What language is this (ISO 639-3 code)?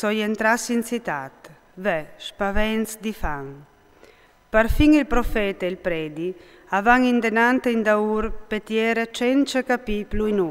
fur